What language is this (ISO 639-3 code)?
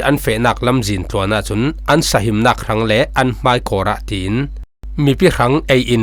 cfm